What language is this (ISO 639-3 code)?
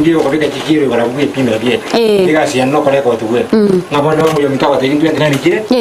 guz